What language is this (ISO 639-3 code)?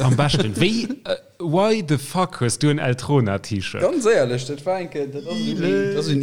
ltz